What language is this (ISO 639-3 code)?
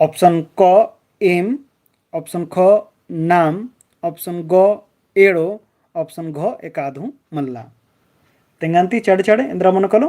kru